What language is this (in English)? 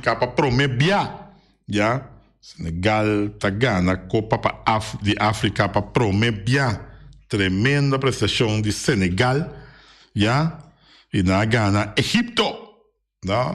Papiamento